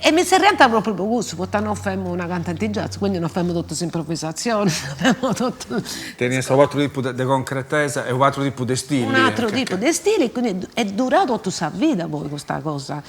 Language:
Sardinian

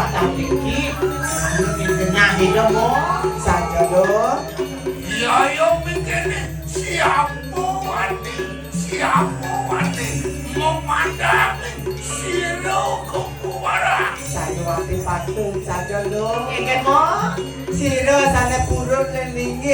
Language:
Balinese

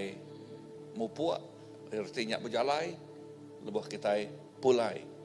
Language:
Iban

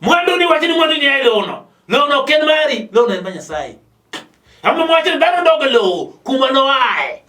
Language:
Luo (Kenya and Tanzania)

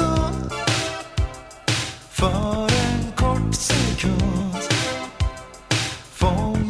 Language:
Swedish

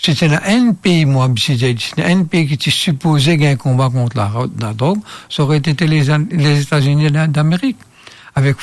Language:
Morisyen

